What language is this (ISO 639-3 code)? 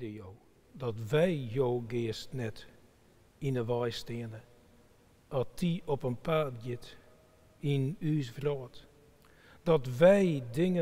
fry